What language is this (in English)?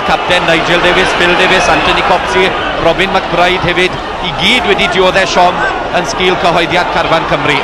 Welsh